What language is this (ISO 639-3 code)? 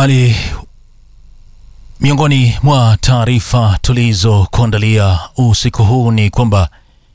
swa